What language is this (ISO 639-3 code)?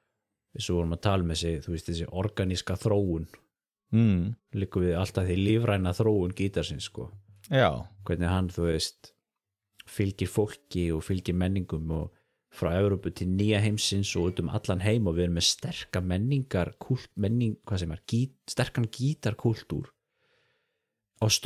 isl